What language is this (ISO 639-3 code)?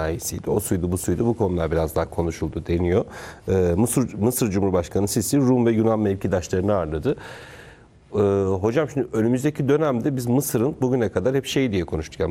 tur